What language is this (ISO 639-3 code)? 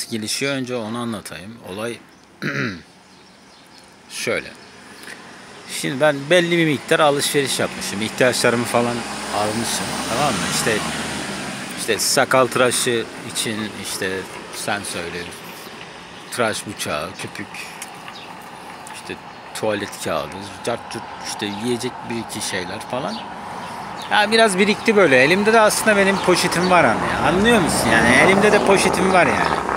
tur